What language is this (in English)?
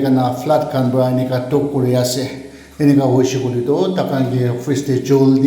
Naga Pidgin